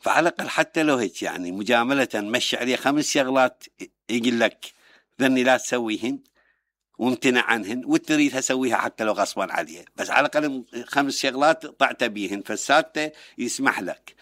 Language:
Mesopotamian Arabic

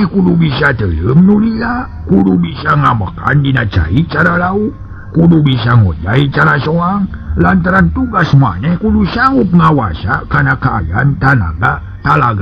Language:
Sundanese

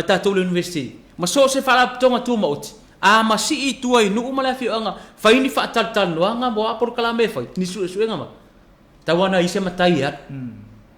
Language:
Samoan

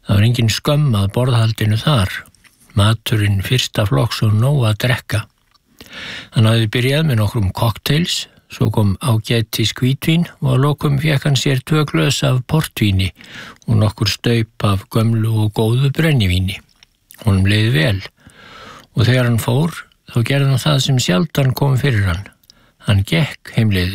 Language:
Icelandic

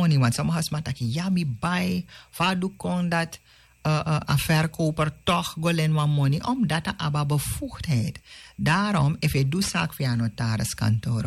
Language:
Sranan Tongo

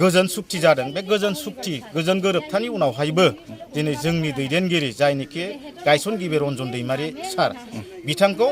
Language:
Bodo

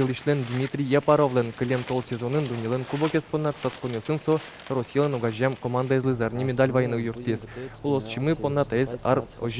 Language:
Udmurt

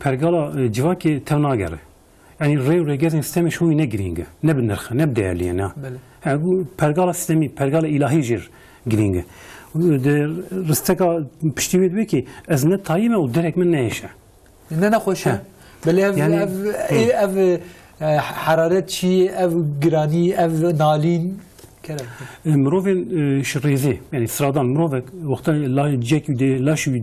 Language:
Kurdish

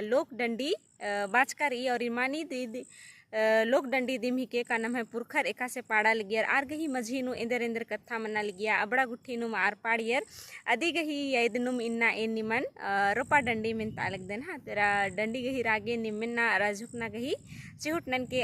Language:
Kurukh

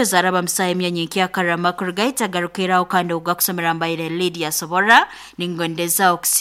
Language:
Nyoro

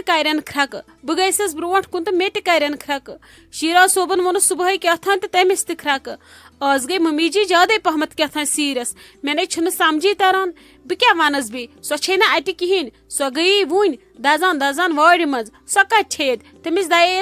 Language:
Kashmiri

